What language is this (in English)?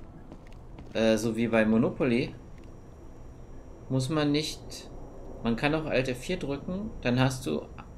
German